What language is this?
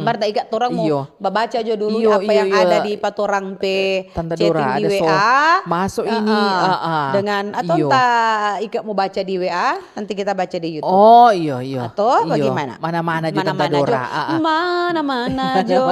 Manado Malay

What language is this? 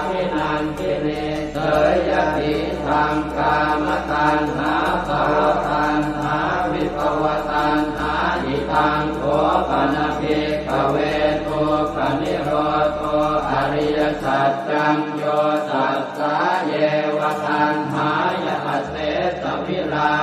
Pali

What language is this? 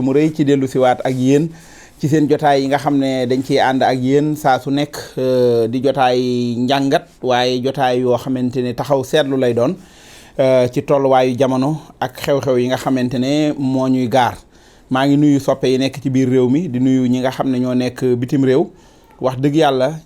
Wolof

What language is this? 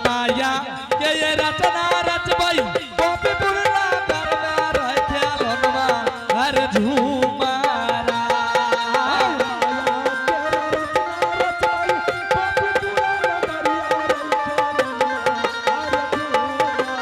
Angika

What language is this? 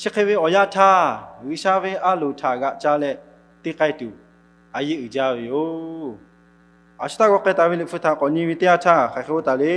Lahu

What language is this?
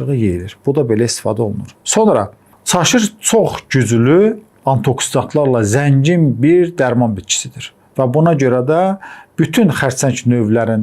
Azerbaijani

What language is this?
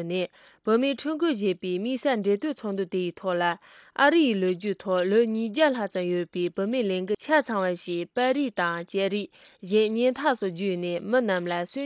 Tibetan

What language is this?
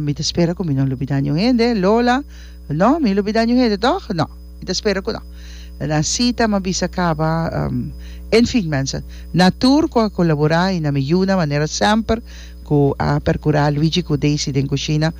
Papiamento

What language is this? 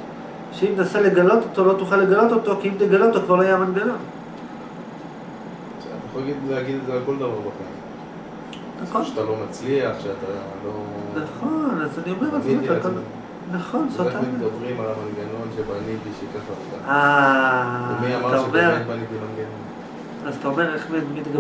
Hebrew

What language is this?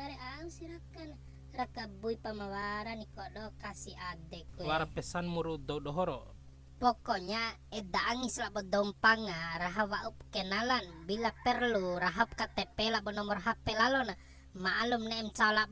Bima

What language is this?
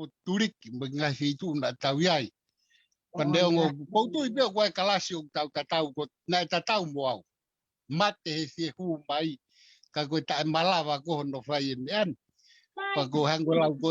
Tongan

